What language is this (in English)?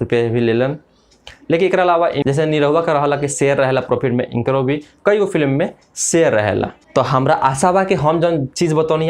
Bhojpuri